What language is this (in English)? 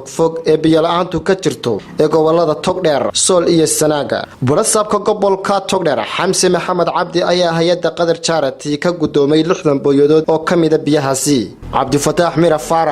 Somali